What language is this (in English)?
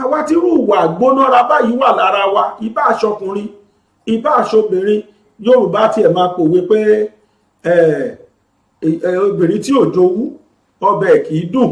Yoruba